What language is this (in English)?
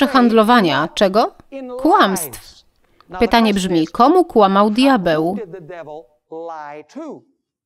Polish